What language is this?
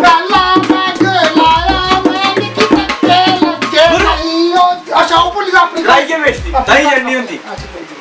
Dogri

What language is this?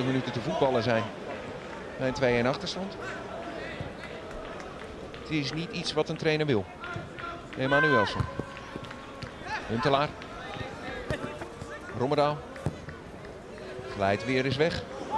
Dutch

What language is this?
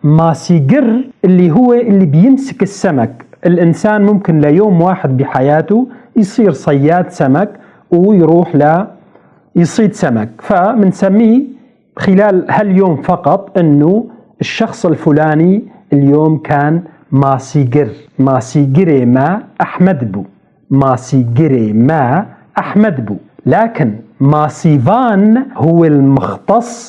North Levantine Arabic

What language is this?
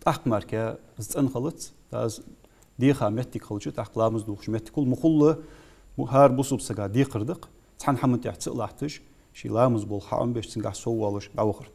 Ingush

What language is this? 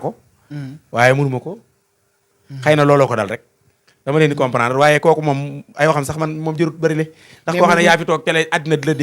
Wolof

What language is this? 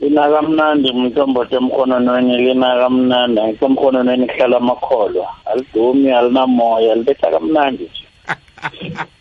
South Ndebele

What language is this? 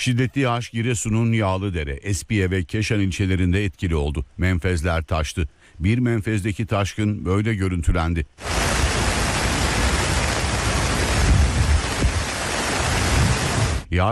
Turkish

